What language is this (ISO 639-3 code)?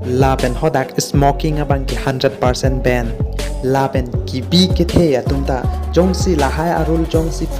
mjw